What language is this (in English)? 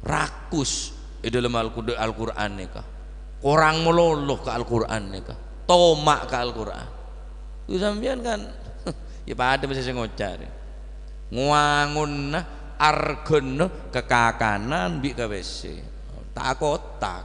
Madurese